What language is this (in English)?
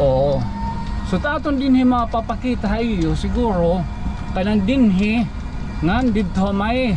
Waray